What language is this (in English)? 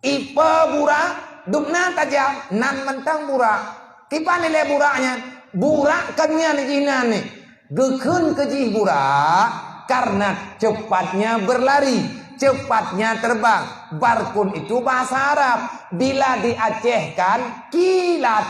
Achinese